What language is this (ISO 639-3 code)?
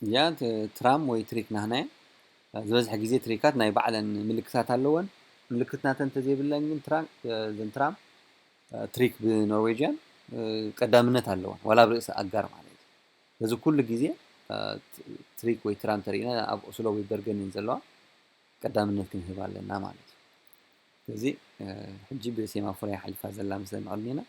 tir